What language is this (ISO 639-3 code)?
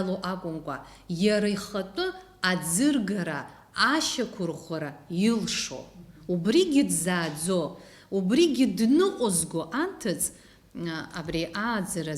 abk